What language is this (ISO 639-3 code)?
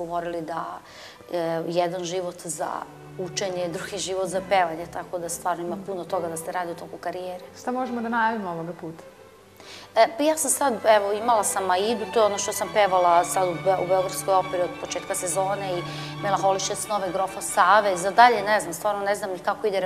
srp